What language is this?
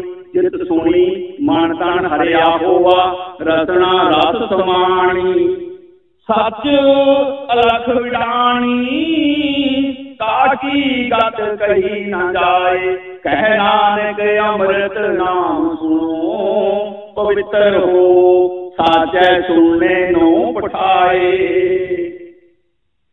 Punjabi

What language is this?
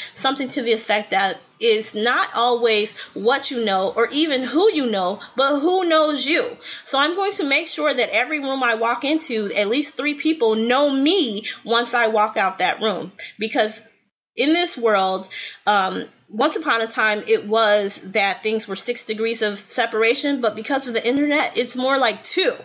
English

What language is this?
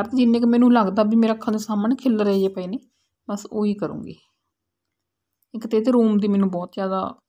Punjabi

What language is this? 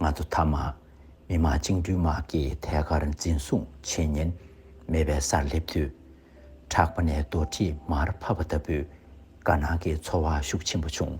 Tibetan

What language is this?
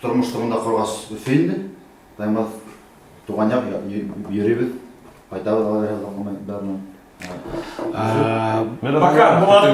Bashkir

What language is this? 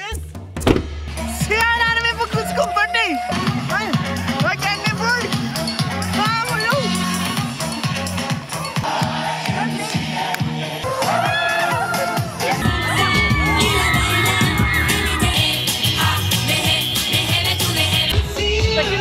Norwegian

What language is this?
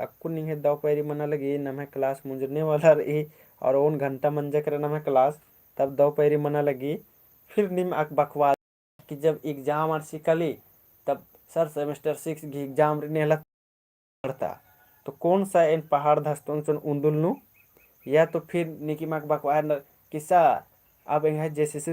Kurukh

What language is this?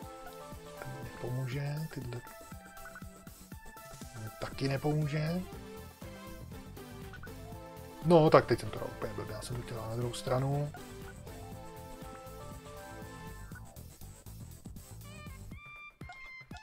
Czech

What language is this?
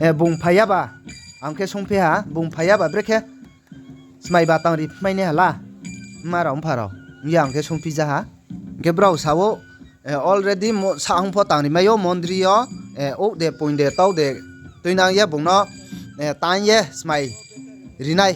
Riang (India)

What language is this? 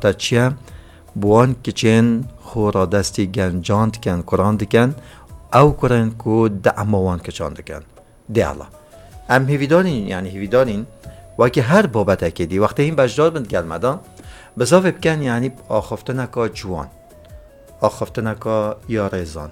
Kurdish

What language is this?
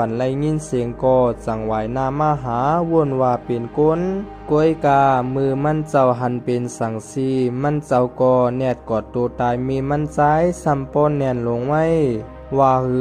Shan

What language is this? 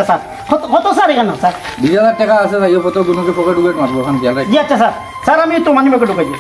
Sylheti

